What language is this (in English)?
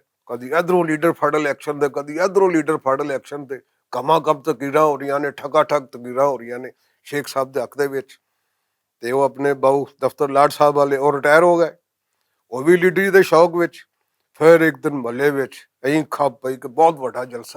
Western Panjabi